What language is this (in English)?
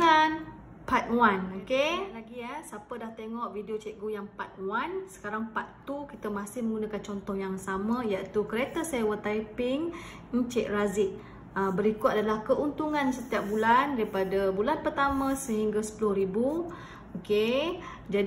Malay